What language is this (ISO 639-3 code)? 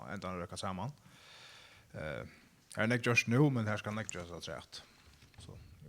fao